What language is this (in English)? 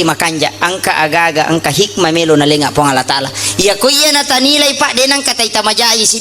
Buginese